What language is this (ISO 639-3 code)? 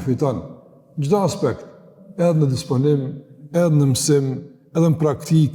sqi